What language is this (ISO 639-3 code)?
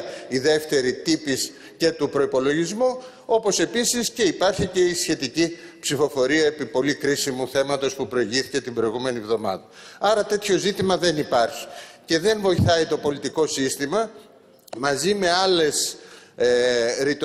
ell